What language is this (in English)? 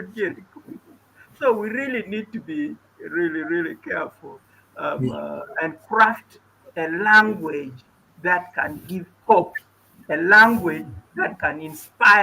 Acoli